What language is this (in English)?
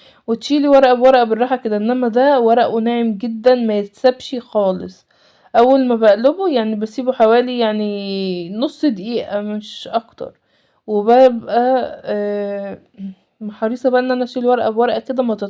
Egyptian Arabic